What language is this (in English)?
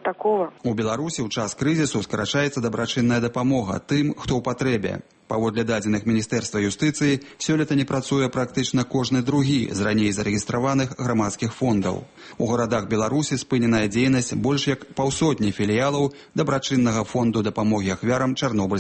Belarusian